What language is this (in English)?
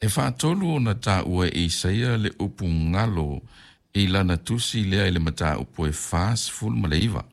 Samoan